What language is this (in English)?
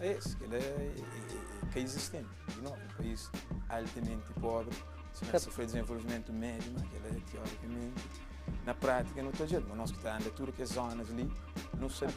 Kabuverdianu